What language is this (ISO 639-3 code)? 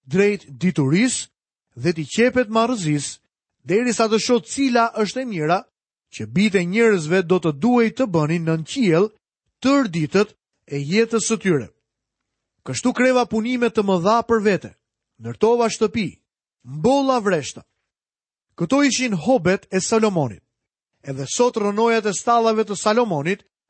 sqi